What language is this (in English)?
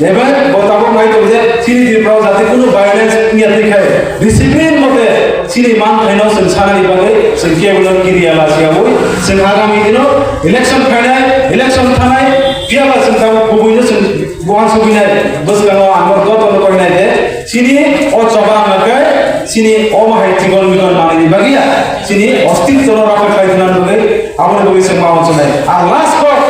Kok Borok